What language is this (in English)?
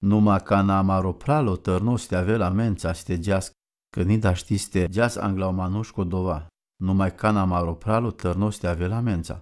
Romany